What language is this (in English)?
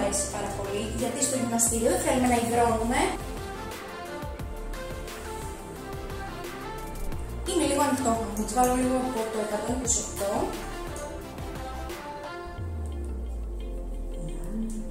Greek